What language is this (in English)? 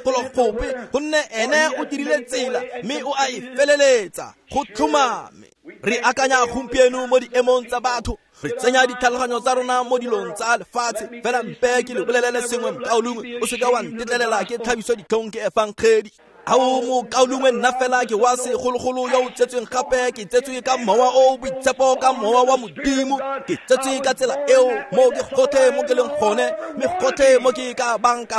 Tswana